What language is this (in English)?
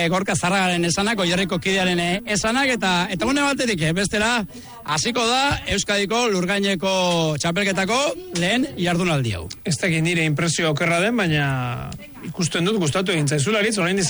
Basque